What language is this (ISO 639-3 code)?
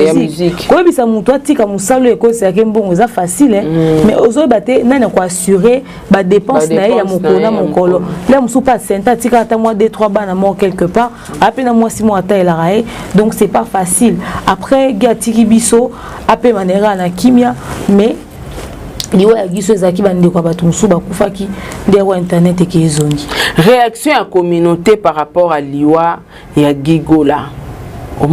lin